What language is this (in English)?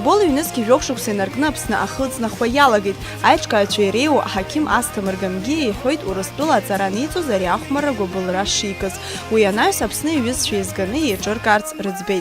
Abkhazian